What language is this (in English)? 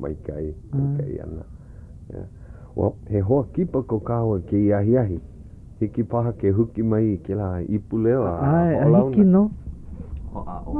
Hawaiian